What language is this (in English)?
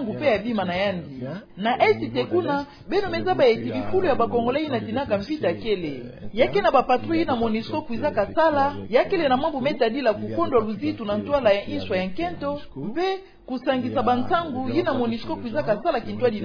Kituba (Democratic Republic of Congo)